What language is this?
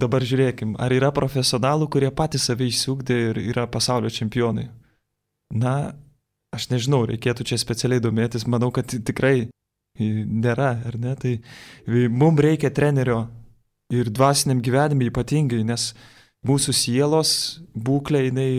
Lithuanian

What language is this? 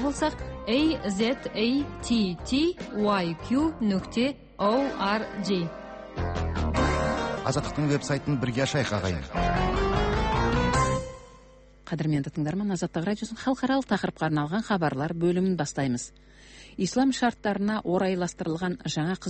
Kazakh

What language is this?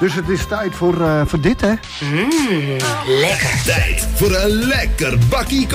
Dutch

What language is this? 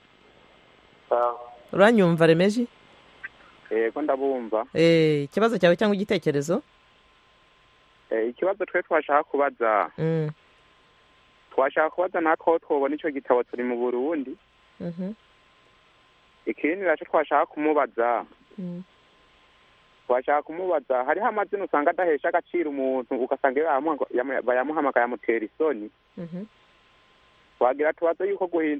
Kinyarwanda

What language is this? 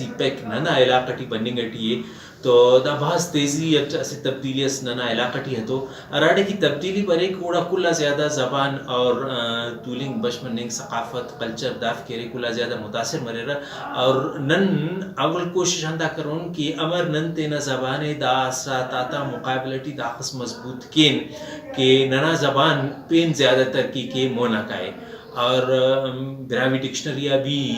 Brahui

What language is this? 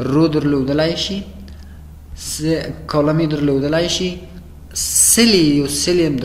Pashto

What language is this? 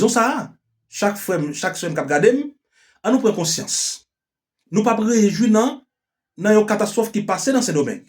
Haitian Creole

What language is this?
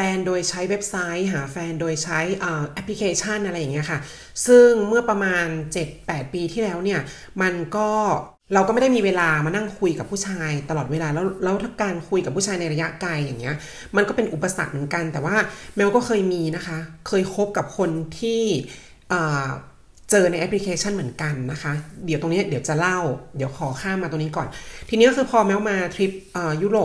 Thai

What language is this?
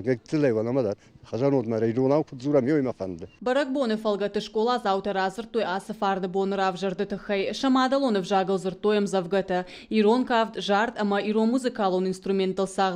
Ossetic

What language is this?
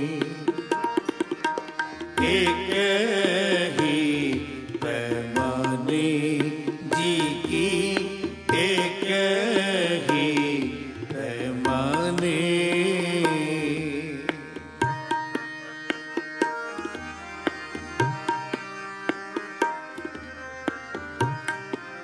Punjabi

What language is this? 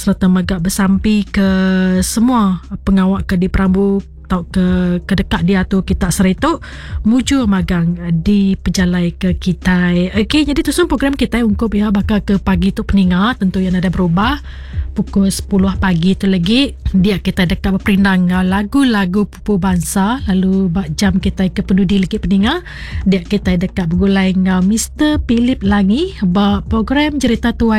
Iban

